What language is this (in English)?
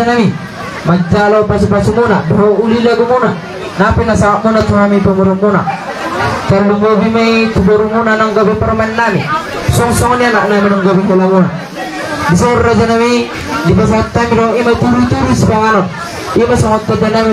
Batak Toba